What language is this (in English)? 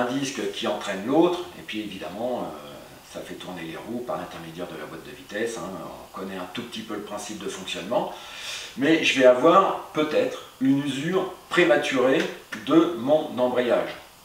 French